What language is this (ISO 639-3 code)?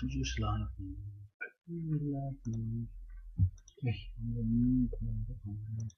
cnh